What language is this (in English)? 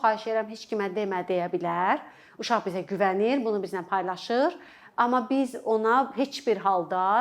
Azerbaijani